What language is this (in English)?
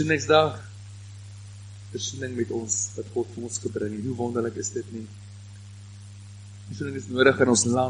Afrikaans